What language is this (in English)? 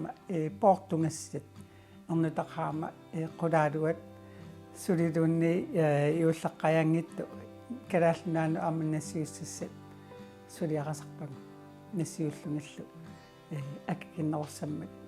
Kalaallisut